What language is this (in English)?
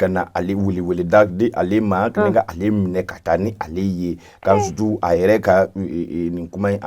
Bambara